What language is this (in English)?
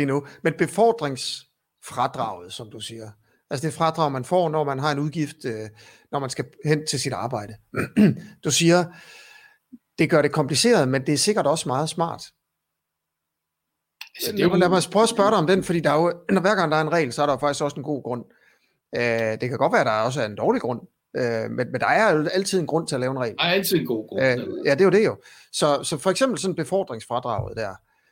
Danish